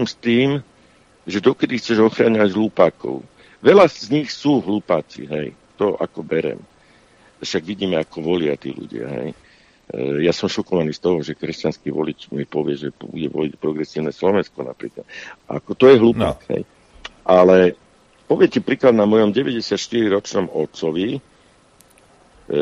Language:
Slovak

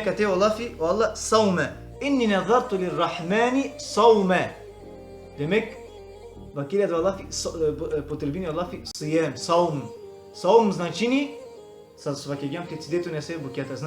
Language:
Balkan Romani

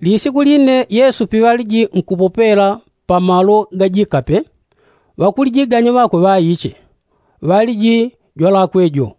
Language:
Yao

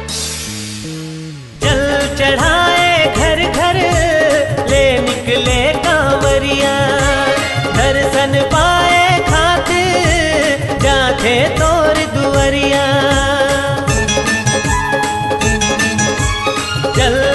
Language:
Chhattisgarhi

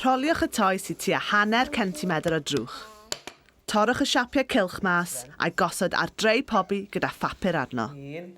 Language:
Welsh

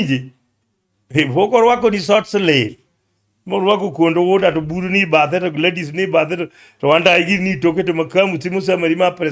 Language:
Luo (Kenya and Tanzania)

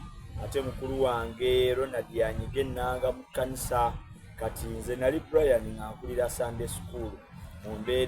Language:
Soga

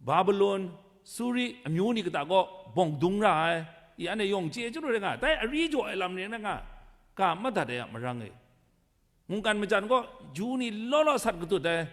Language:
Kachin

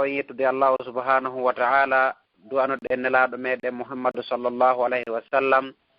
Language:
Fula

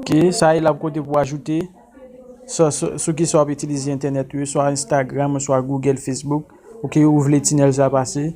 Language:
Haitian Creole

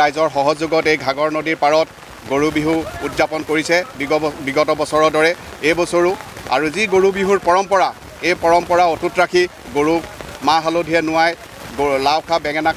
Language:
Assamese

